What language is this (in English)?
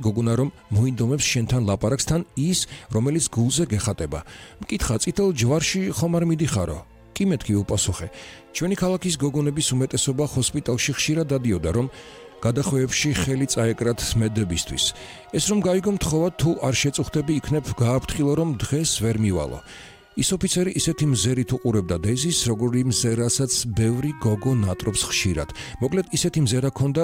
Georgian